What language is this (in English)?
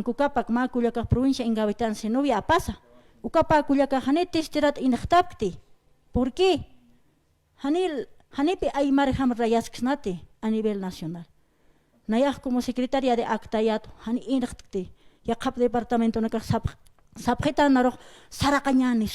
Aymara